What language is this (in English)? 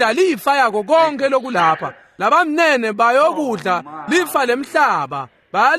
Swati